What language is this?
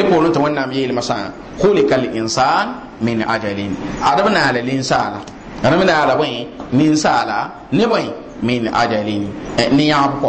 Mossi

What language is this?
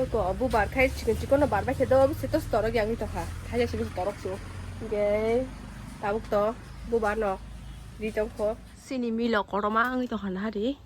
Kok Borok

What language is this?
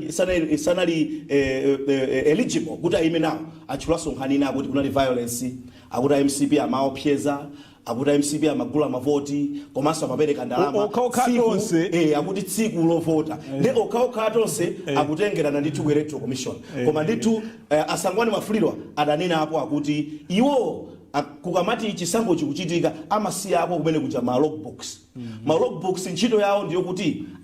Nyanja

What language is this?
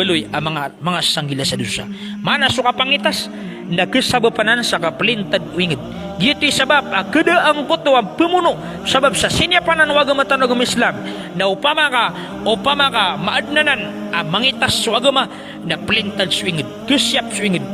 Maranao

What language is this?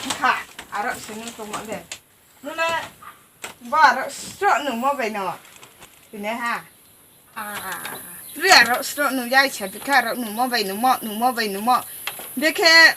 Riang (India)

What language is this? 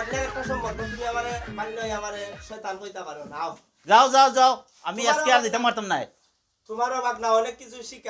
Sylheti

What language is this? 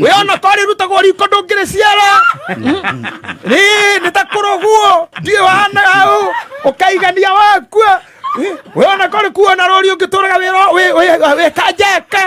Kikuyu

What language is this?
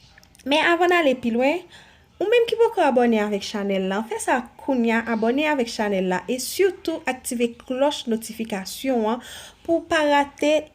Haitian Creole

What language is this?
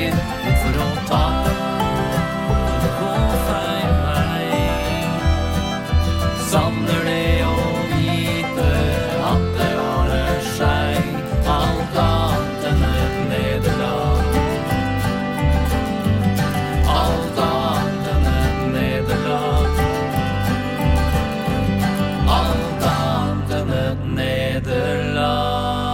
Norwegian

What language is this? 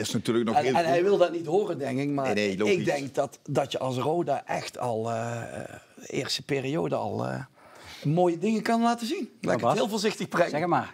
Dutch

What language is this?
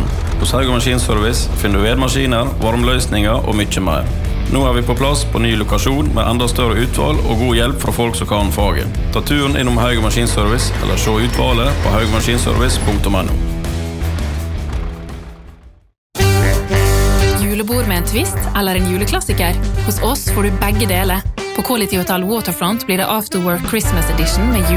Norwegian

